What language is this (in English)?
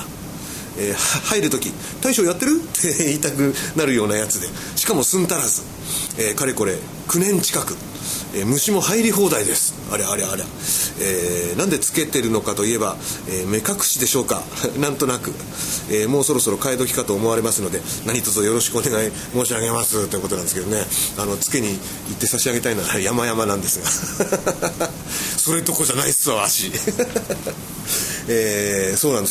Japanese